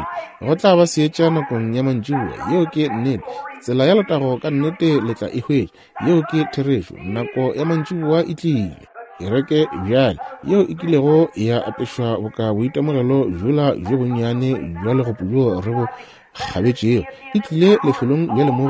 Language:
Northern Sotho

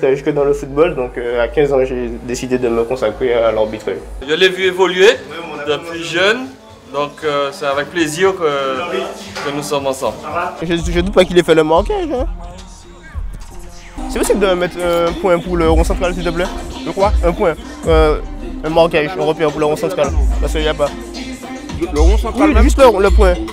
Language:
French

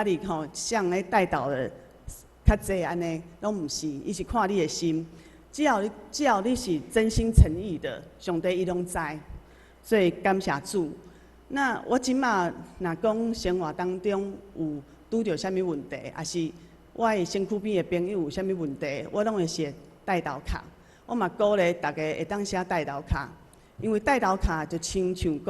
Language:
Min Nan Chinese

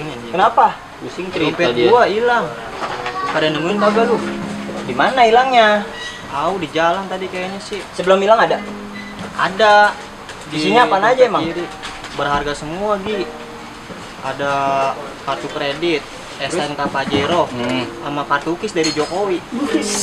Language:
Betawi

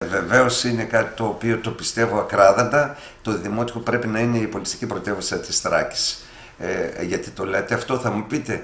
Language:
Greek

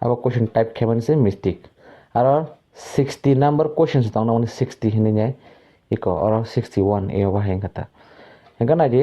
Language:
Kok Borok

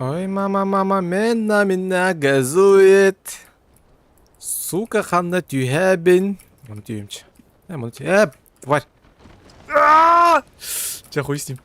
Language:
Yakut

